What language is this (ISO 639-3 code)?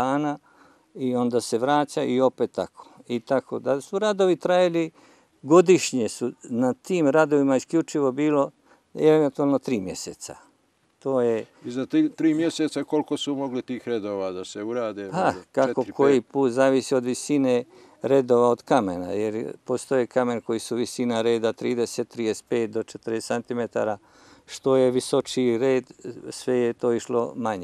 bos